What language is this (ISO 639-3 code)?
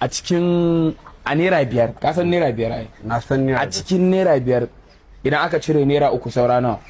hau